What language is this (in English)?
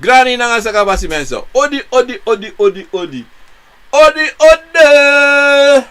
Sranan Tongo